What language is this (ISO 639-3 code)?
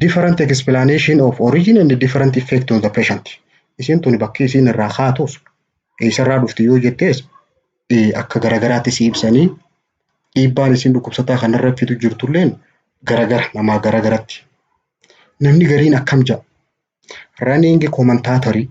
orm